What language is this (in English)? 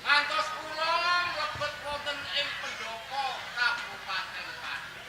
Javanese